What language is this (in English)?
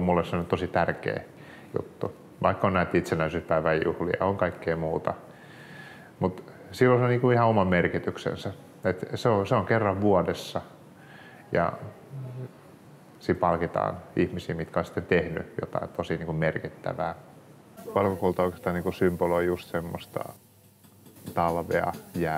Finnish